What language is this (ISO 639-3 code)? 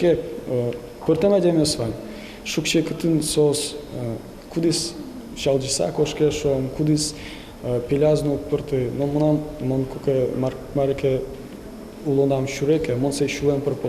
udm